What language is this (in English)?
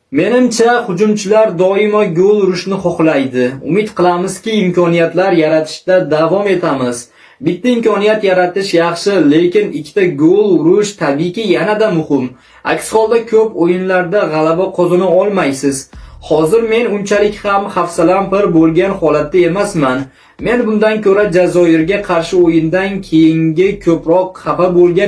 Uzbek